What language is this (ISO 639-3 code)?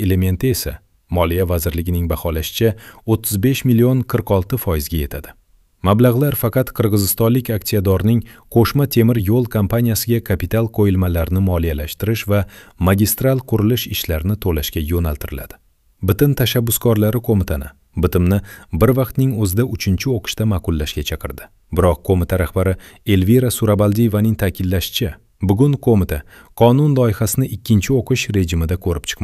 uzb